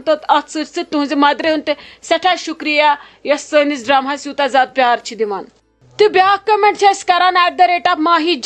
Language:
Kashmiri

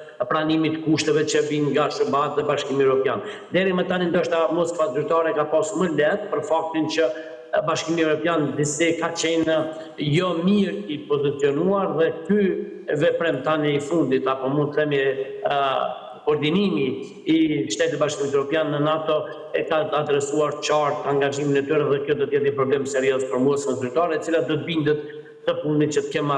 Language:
Albanian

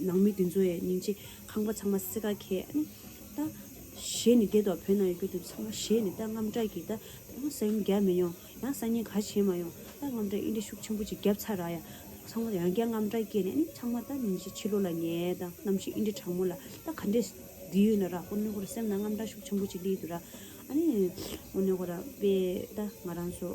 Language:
Tibetan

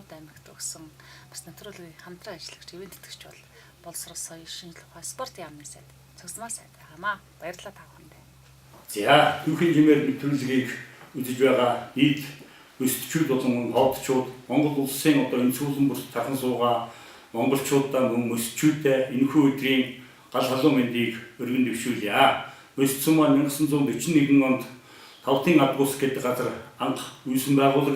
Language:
Mongolian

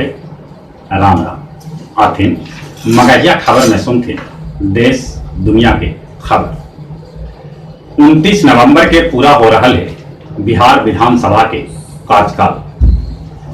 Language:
Magahi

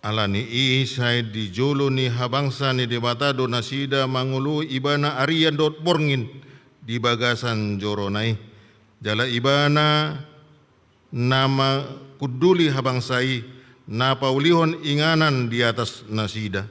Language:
Batak Toba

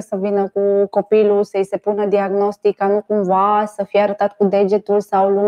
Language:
Romanian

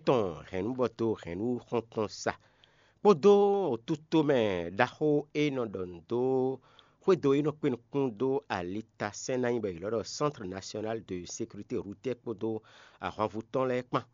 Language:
Fon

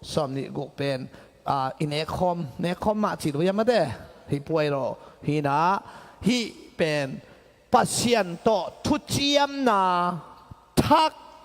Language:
Tedim Chin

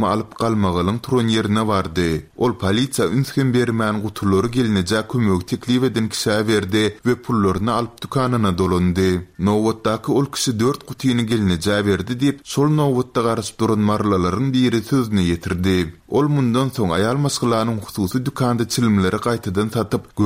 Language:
Turkmen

